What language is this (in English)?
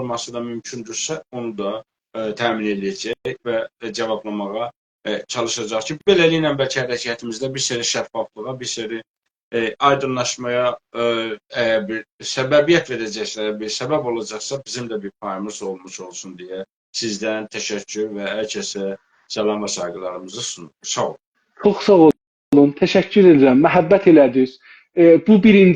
South Azerbaijani